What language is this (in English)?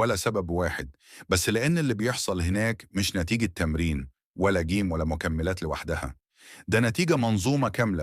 Egyptian Arabic